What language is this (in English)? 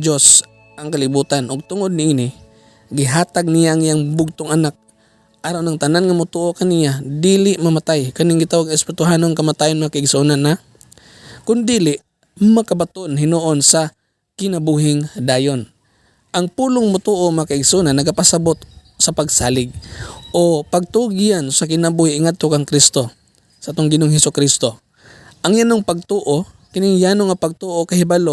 Cebuano